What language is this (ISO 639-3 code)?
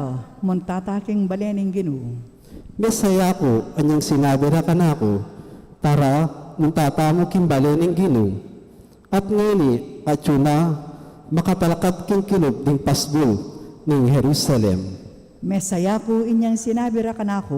pam